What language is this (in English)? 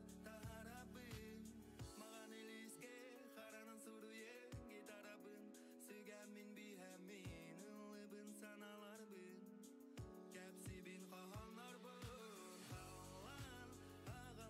Yakut